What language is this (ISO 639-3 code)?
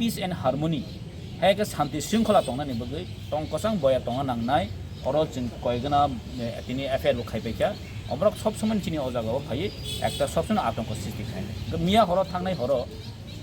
trp